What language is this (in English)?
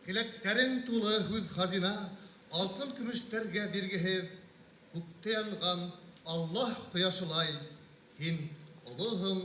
Bashkir